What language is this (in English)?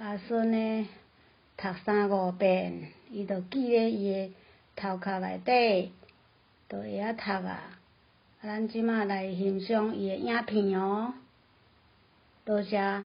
Min Nan Chinese